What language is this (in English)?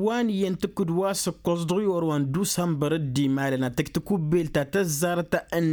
Tamasheq